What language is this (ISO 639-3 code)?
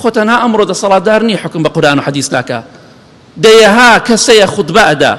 ckb